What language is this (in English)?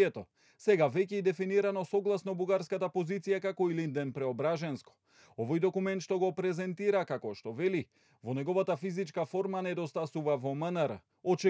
Macedonian